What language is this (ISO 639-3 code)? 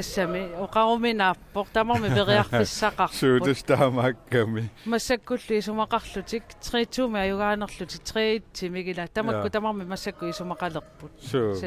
kal